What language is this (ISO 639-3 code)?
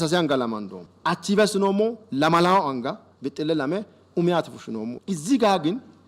sid